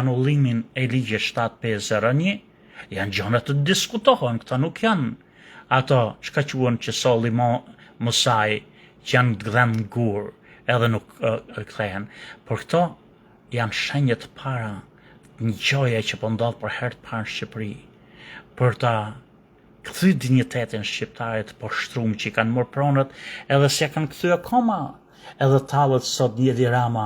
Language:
Albanian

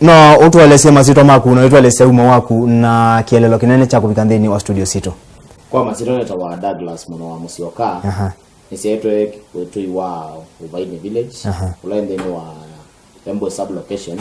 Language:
Kamba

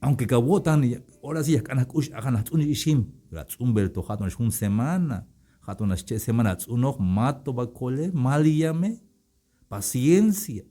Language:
Tzeltal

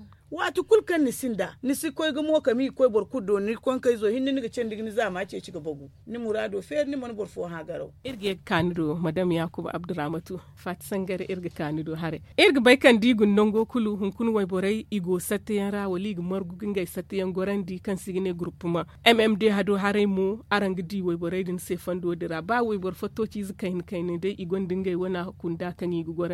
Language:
Zarma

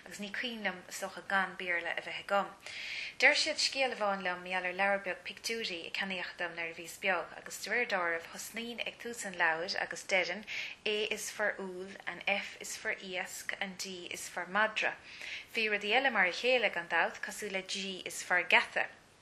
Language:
Irish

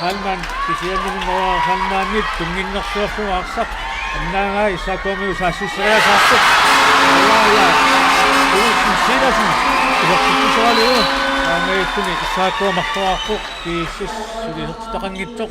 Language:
Kalaallisut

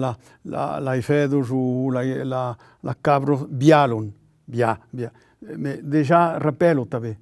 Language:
Occitan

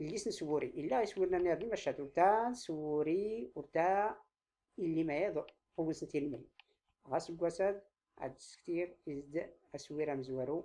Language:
Tachelhit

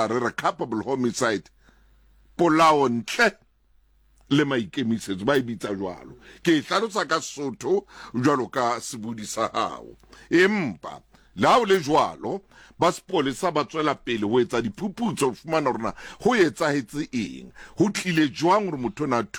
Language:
Southern Sotho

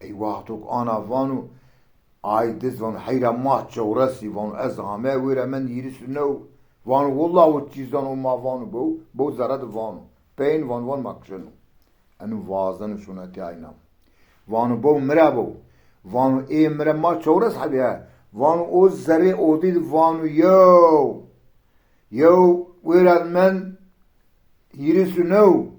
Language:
Zaza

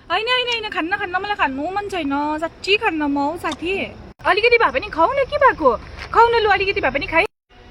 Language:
Nepali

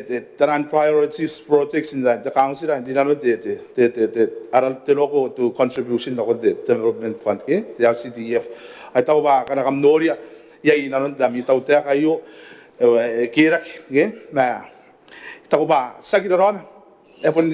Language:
Gilbertese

